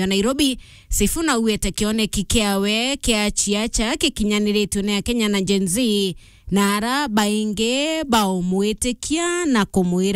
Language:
Meru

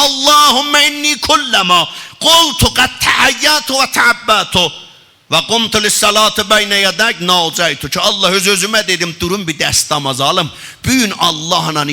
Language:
South Azerbaijani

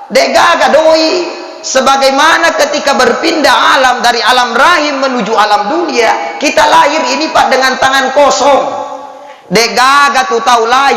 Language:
Buginese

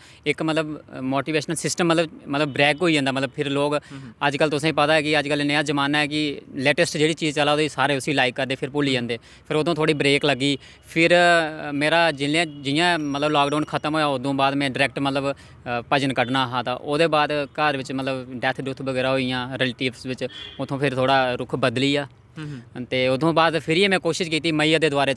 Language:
Dogri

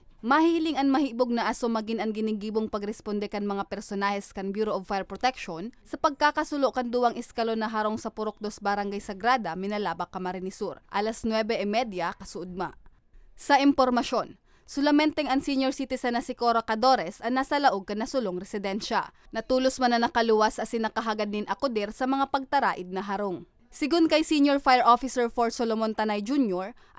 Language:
Bikol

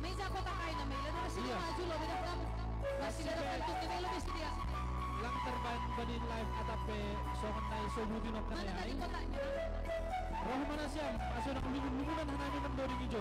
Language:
Batak Simalungun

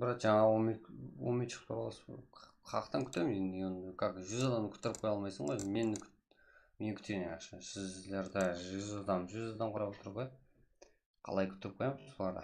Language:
Kara-Kalpak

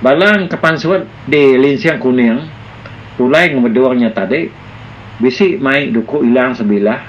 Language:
Iban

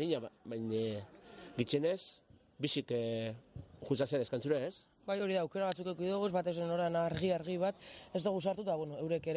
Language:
Basque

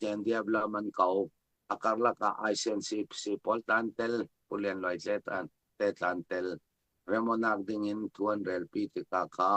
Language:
Falam Chin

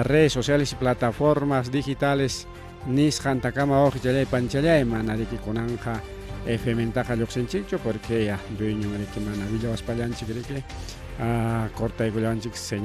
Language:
Ayacucho Quechua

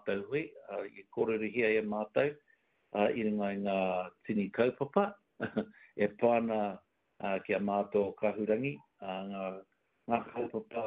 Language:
Māori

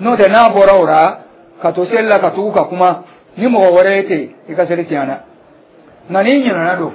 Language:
Dyula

